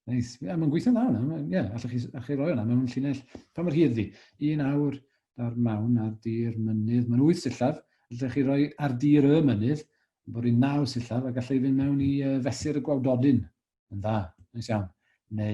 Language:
Welsh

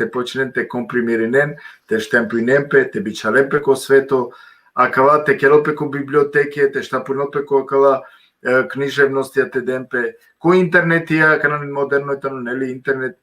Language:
Balkan Romani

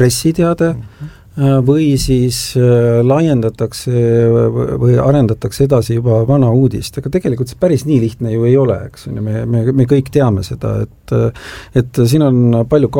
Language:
Estonian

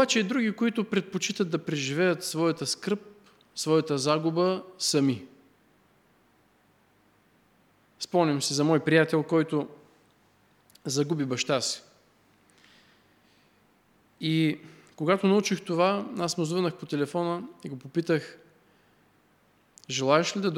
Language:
Bulgarian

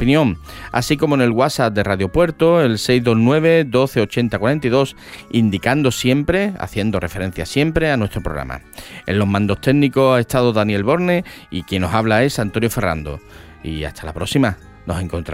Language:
Spanish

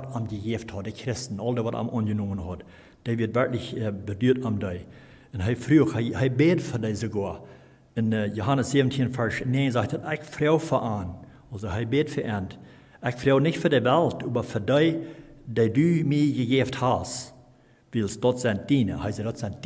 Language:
Plautdietsch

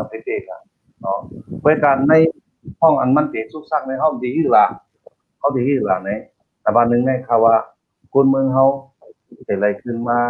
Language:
Shan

